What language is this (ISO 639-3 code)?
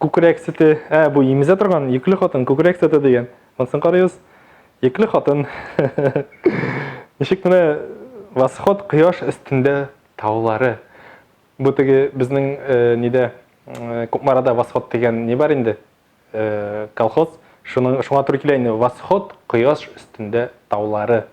tat